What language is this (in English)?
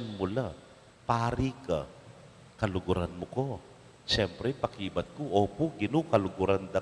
Pampanga